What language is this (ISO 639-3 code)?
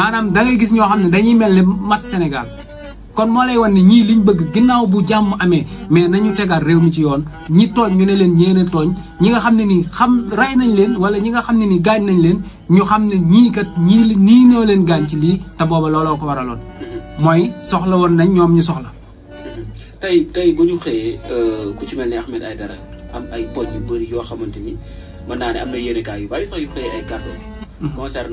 wol